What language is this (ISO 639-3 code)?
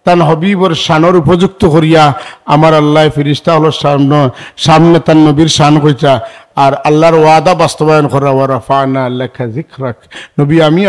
syl